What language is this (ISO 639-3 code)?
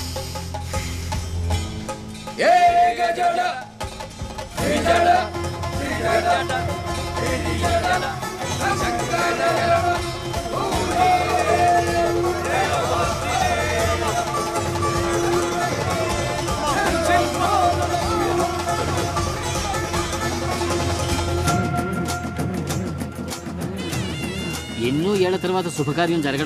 tel